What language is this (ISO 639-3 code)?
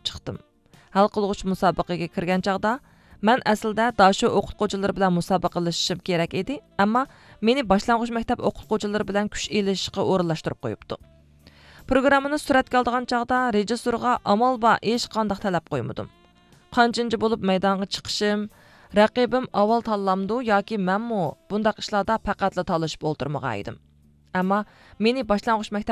uig